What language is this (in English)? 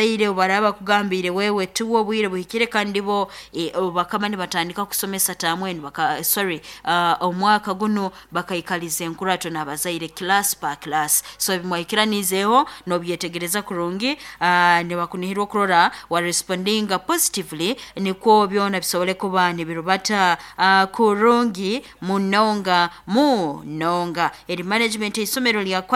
Nyoro